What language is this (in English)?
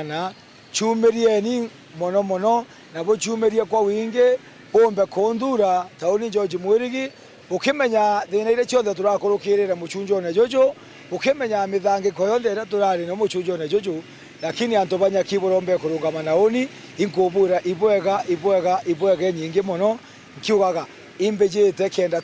Meru